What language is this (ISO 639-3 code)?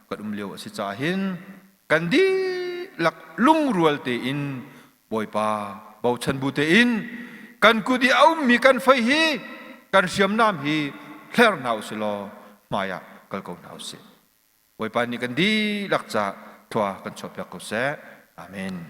cnh